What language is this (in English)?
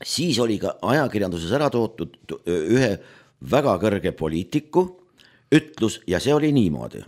Estonian